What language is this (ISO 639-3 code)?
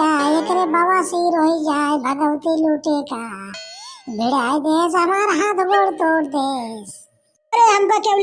awa